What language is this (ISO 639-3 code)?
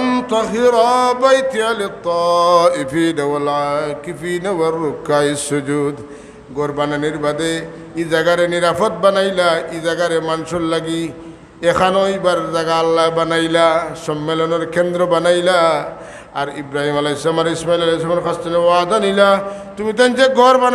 syl